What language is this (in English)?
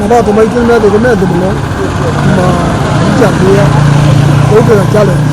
Kamba